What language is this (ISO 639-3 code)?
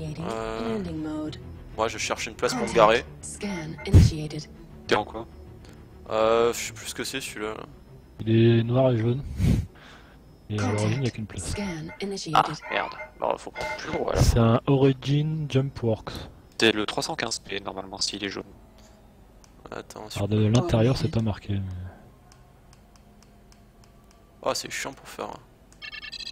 fra